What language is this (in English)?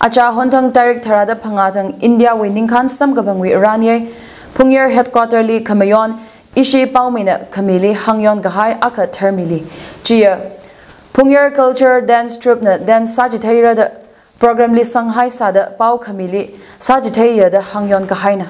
Tangkhul Naga (India)